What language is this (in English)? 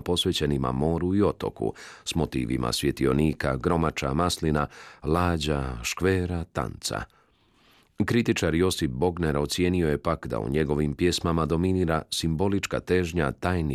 Croatian